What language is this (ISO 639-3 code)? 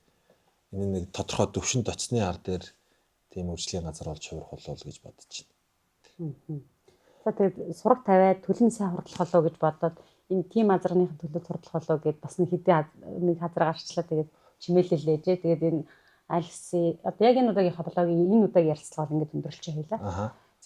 mon